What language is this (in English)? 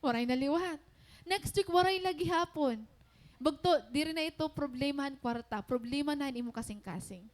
Waray